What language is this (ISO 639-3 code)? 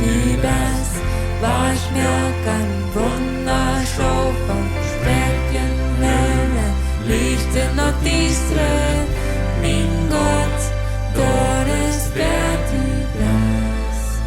pdt